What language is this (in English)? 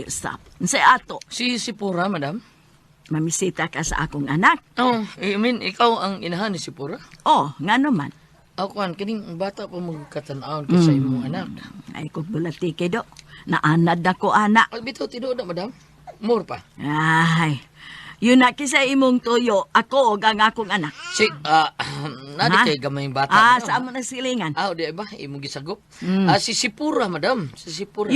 Cebuano